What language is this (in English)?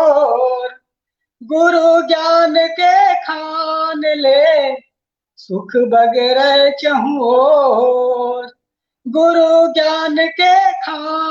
Chhattisgarhi